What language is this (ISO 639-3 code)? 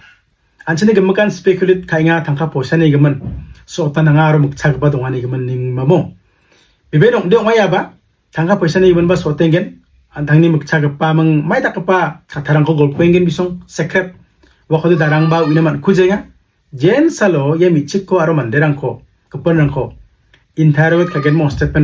grt